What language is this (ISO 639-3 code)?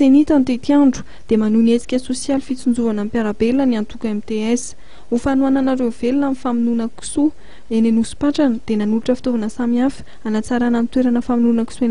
mlg